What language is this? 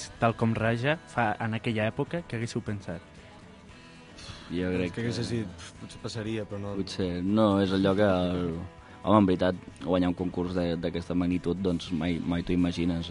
Catalan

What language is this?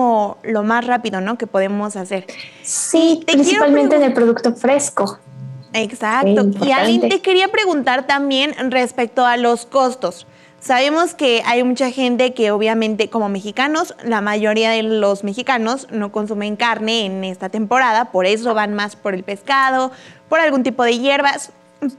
Spanish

